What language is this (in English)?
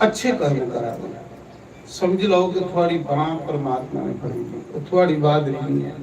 Dogri